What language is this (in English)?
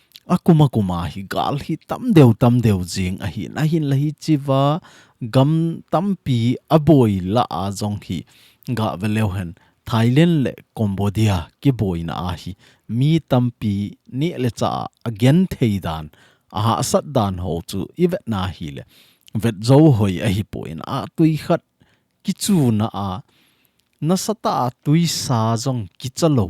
Thado Chin